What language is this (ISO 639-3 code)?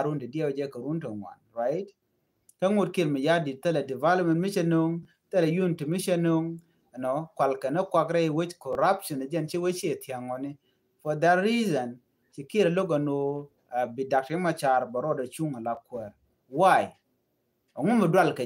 nus